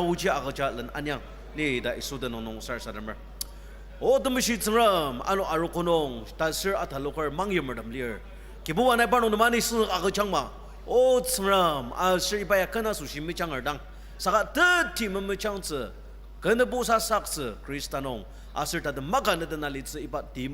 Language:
Ao Naga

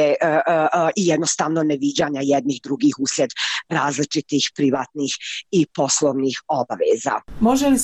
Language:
Croatian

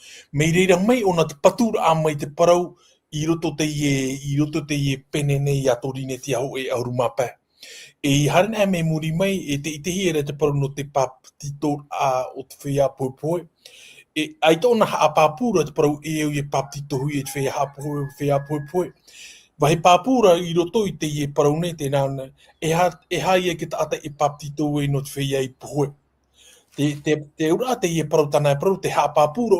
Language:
Tahitian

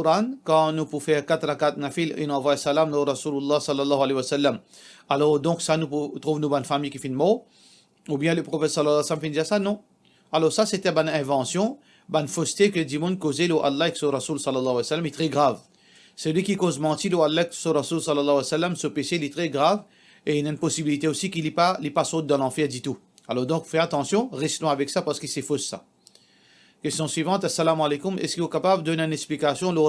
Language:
Morisyen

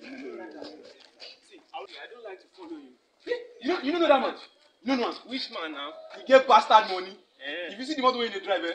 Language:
Nigerian Pidgin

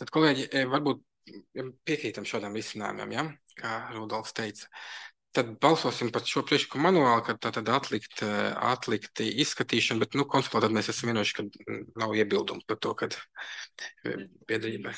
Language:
Latvian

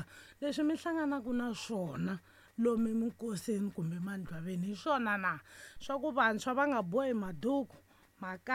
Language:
Tsonga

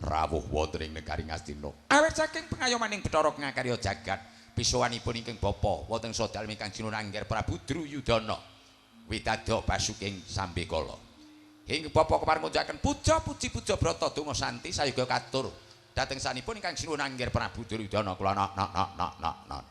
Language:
Javanese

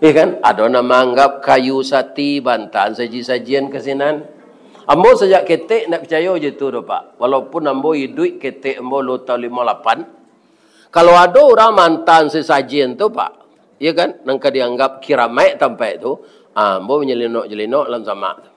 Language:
Minangkabau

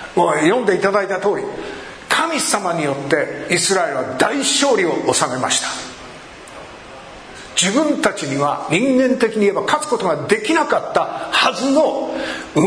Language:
Japanese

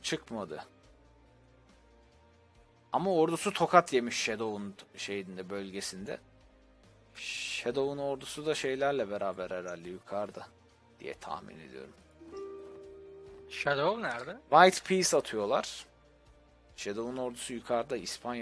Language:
Turkish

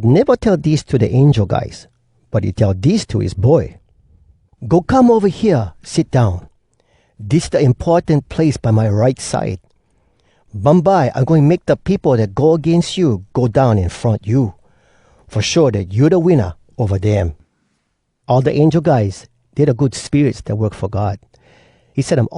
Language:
Hawai'i Creole English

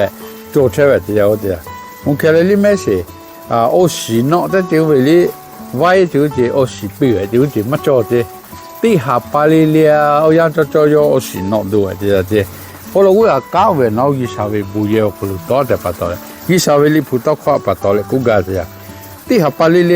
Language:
Lahu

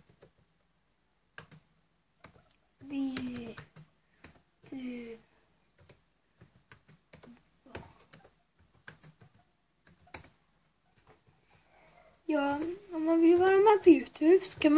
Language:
Swedish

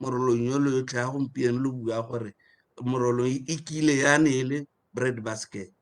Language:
Tswana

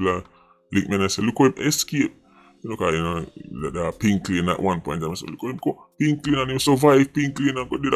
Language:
Jamaican Creole English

